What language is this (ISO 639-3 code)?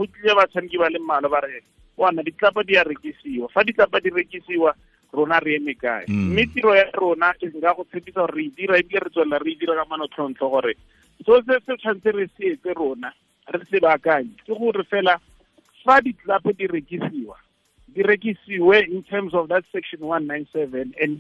tsn